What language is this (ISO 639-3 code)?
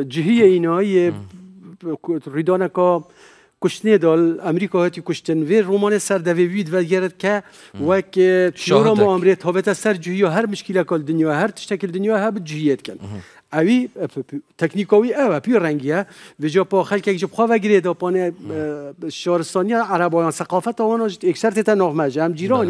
kur